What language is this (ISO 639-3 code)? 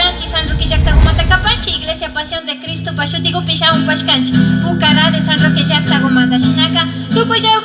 qvi